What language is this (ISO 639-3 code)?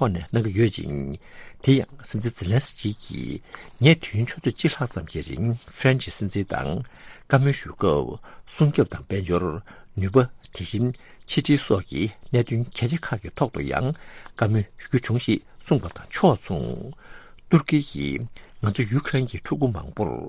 bod